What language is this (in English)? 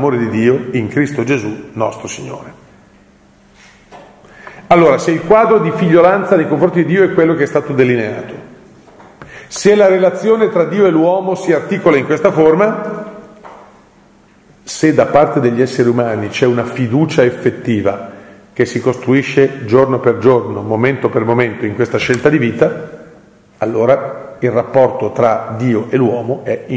Italian